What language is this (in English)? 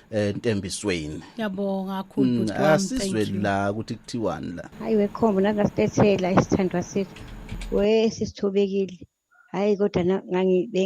Zulu